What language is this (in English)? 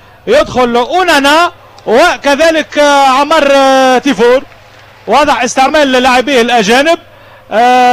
Tunisian Arabic